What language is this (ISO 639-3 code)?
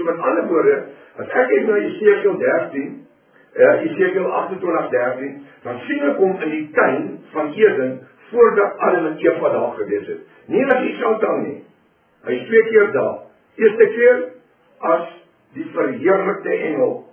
afr